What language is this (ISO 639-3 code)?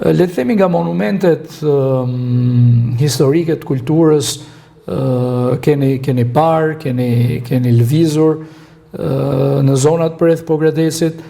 sqi